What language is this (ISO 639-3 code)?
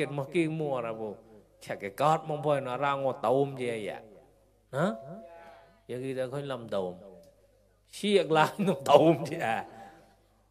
mnw